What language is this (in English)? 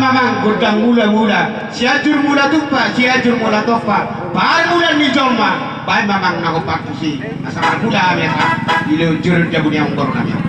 Batak Toba